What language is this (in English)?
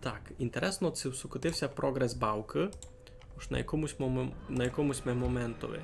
Rusyn